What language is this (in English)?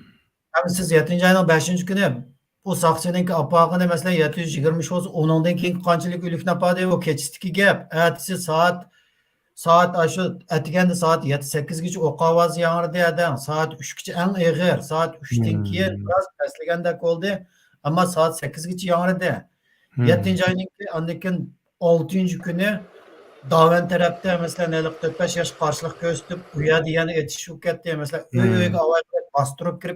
Uyghur